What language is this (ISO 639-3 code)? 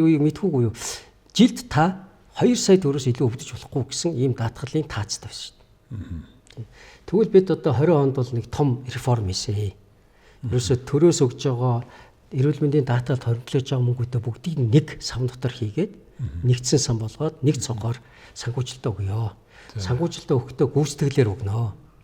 mon